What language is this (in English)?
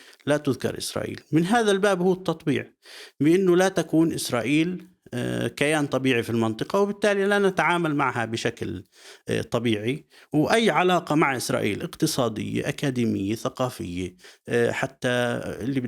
North Levantine Arabic